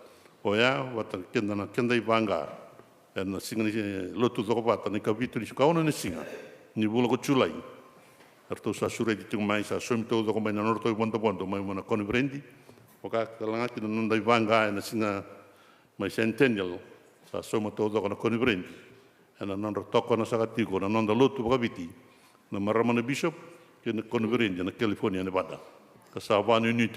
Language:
Fijian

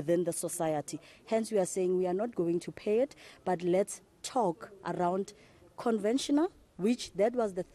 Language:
Afrikaans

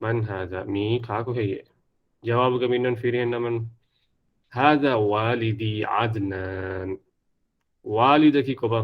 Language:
Divehi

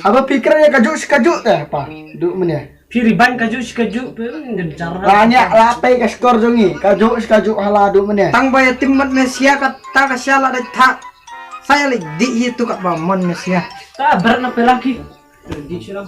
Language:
Khasi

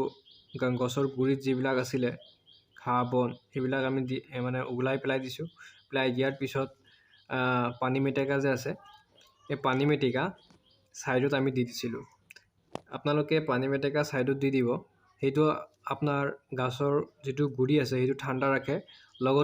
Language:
Assamese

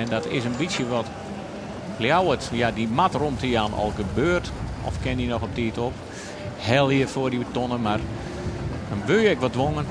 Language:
Western Frisian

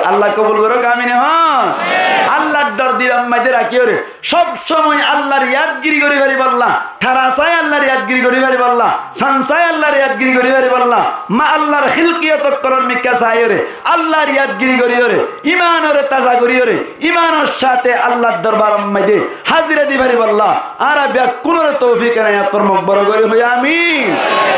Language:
Rohingya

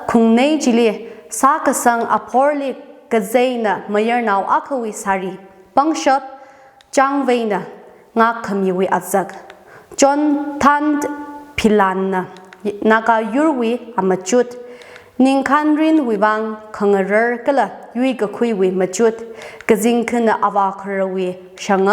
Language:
Tangkhul Naga (India)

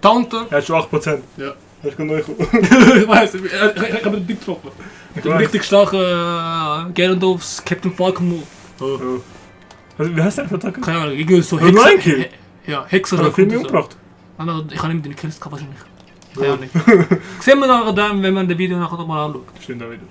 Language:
Swiss German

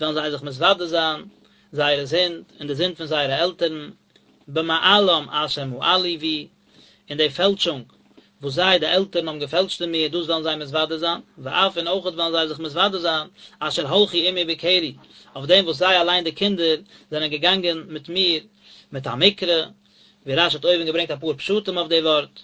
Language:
Yiddish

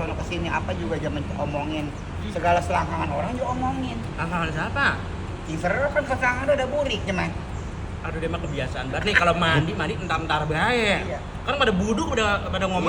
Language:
Betawi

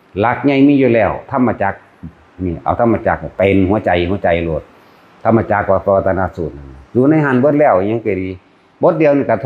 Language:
Northeastern Thai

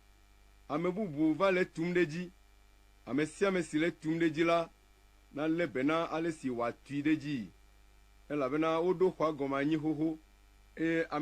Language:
Ewe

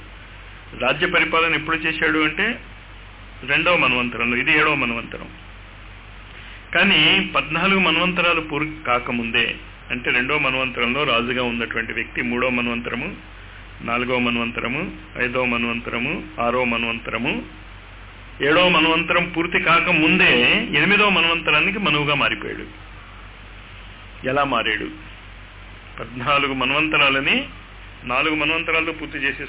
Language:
Telugu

